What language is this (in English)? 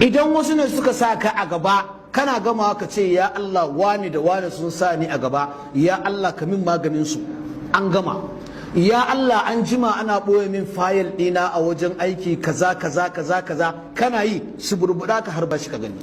Hausa